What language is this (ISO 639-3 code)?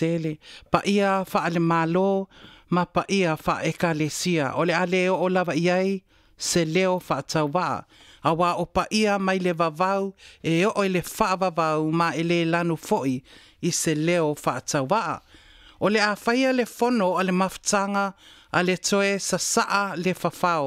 smo